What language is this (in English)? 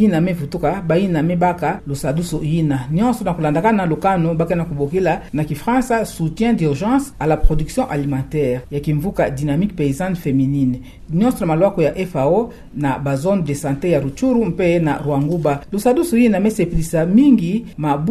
Kituba (Democratic Republic of Congo)